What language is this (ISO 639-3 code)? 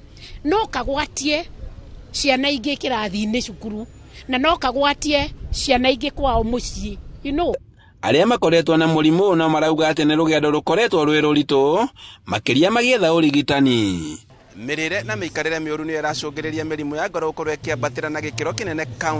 kik